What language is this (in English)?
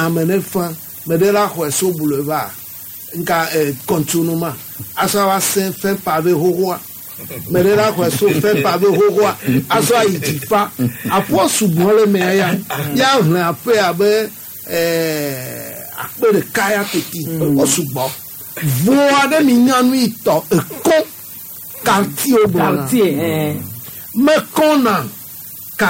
Gen